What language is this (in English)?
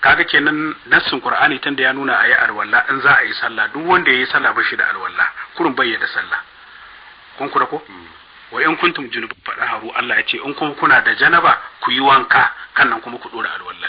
Hausa